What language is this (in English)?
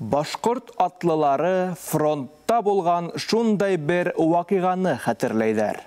Bashkir